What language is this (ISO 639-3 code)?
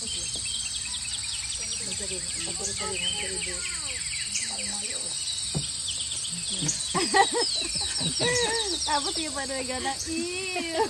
bik